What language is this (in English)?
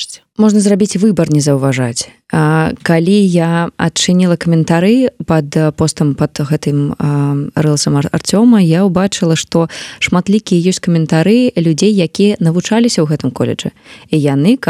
Belarusian